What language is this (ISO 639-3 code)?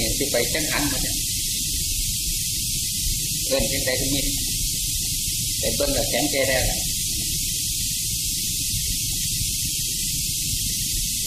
tha